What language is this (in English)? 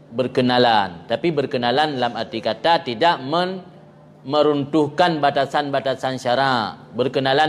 Achinese